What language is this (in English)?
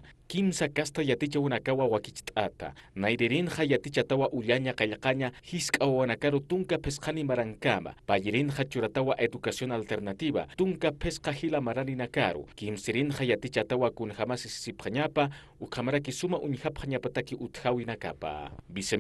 Aymara